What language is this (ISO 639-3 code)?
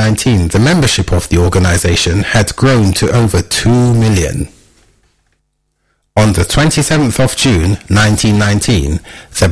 eng